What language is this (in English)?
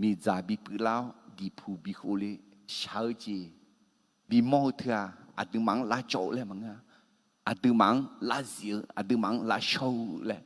Akha